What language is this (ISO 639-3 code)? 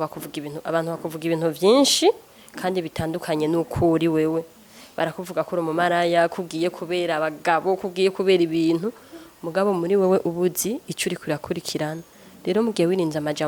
run